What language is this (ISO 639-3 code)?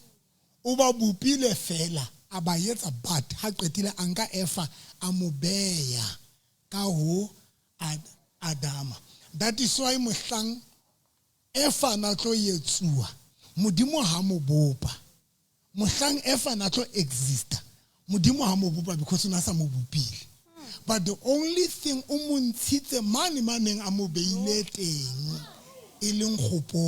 sot